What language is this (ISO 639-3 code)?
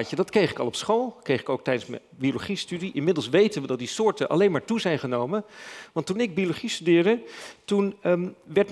nld